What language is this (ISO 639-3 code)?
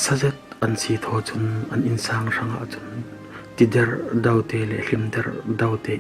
cfm